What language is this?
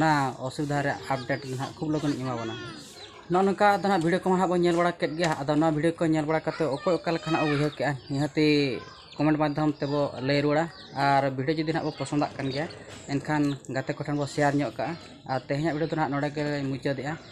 Santali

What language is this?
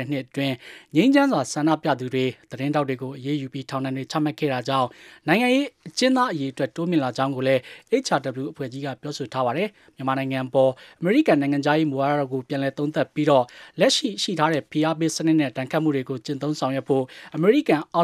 Burmese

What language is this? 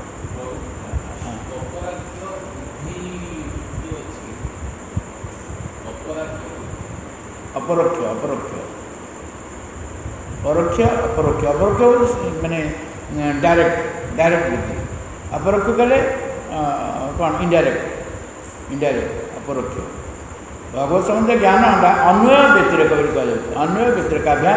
Odia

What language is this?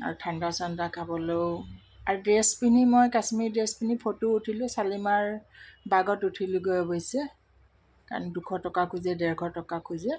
Assamese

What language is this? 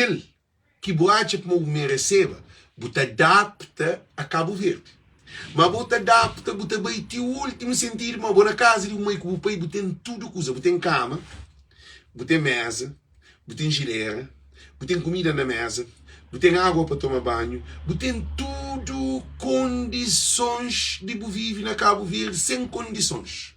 Kabuverdianu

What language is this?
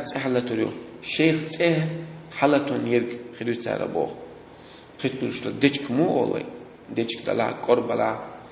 Chechen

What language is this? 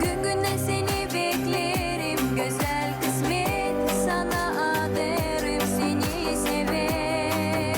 Gagauz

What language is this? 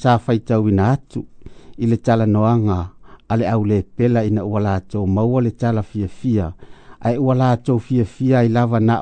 Samoan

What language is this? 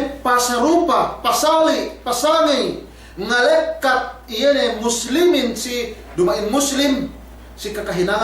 Yakan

